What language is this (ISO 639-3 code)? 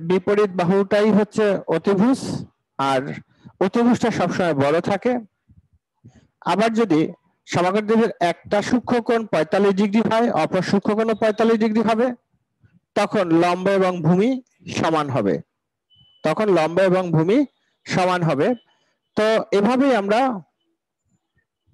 ben